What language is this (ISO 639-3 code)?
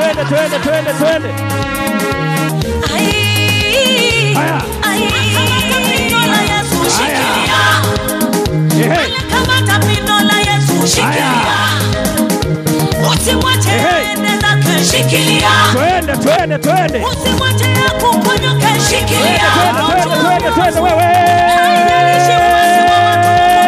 swa